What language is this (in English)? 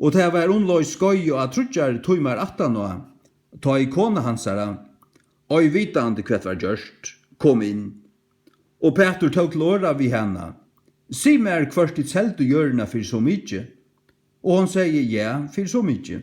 Faroese